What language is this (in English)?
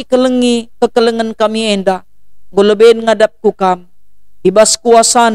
Batak Karo